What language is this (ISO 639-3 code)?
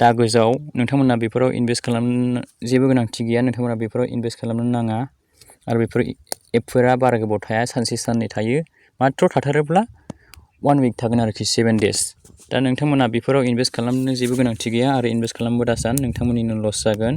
brx